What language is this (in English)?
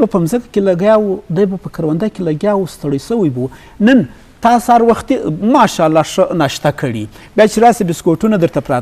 Eastern Balochi